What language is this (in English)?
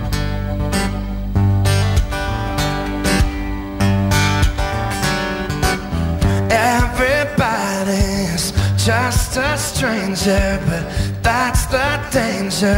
English